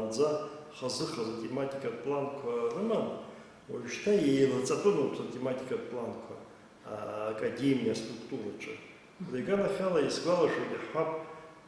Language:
Abkhazian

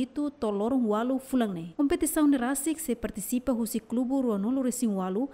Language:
Tetum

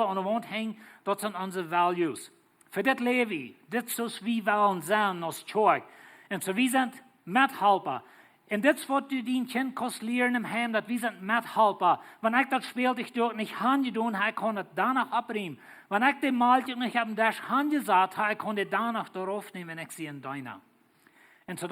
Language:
Plautdietsch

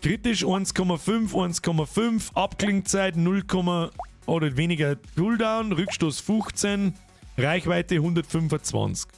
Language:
Bavarian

